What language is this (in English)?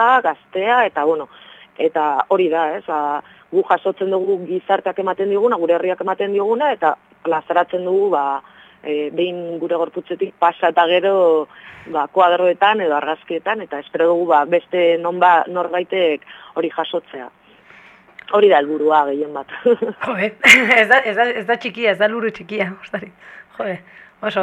Basque